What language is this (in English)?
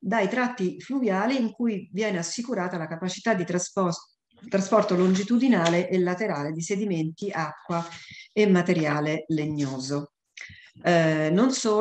Italian